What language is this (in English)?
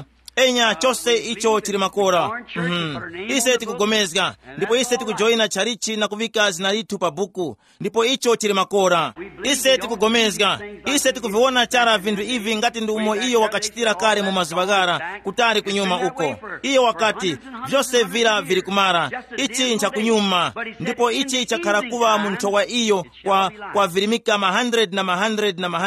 Tumbuka